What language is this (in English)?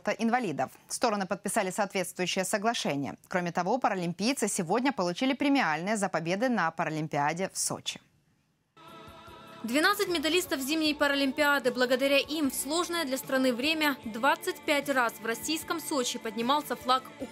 Russian